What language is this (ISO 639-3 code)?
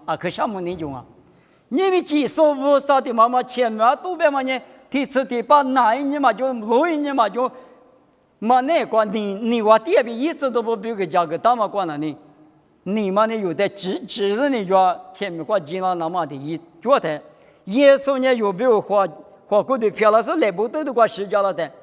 lis